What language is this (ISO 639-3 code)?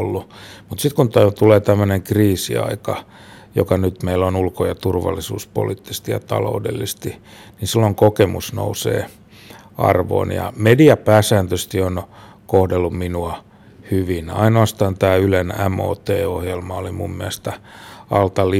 fin